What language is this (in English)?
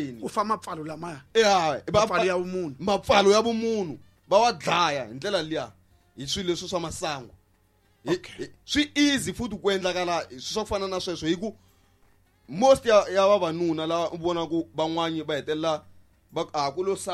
Tsonga